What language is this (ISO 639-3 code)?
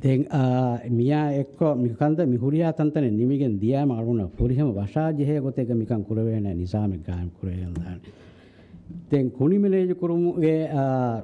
div